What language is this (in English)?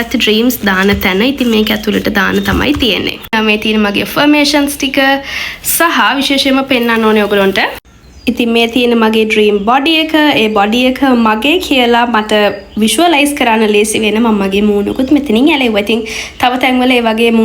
Sinhala